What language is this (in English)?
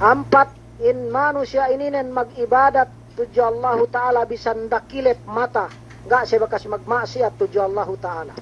Yakan